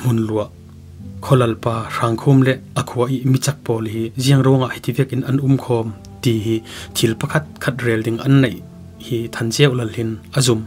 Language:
Falam Chin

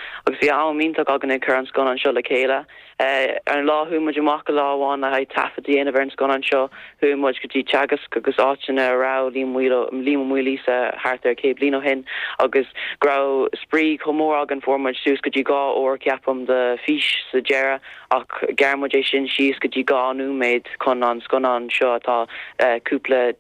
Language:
Irish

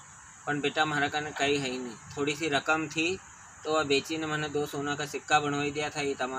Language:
Rajasthani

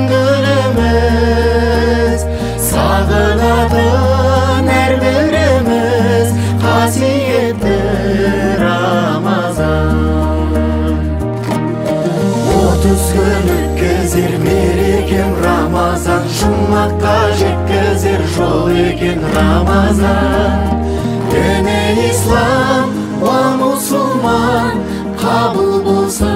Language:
Kazakh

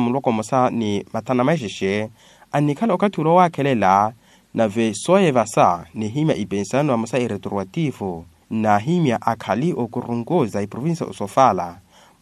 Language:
Makhuwa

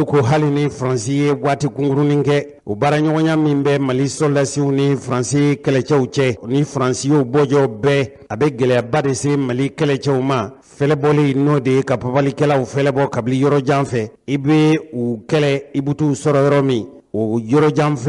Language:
Bambara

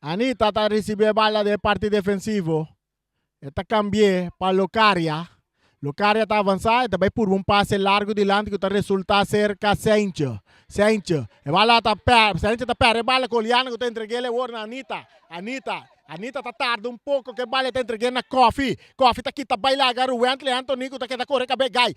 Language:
Papiamento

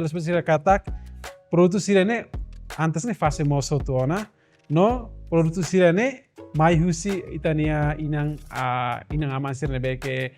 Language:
Tetum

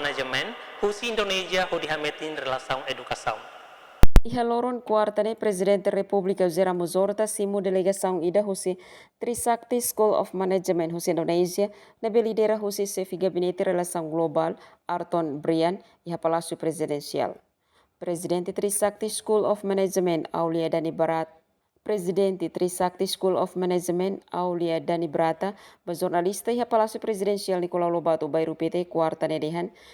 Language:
Tetum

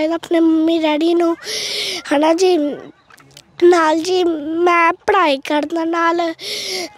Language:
Punjabi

